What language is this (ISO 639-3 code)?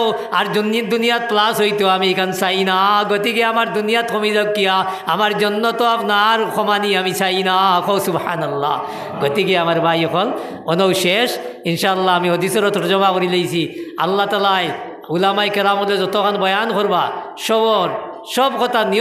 syl